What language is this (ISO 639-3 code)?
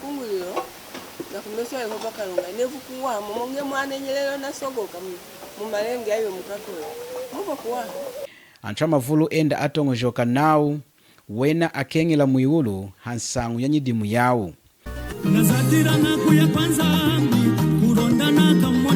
lun